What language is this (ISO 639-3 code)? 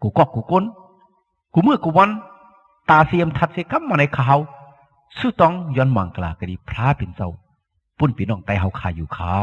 shn